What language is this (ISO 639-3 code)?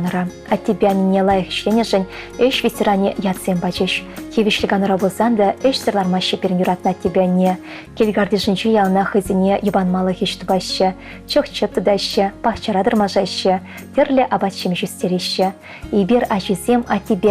chv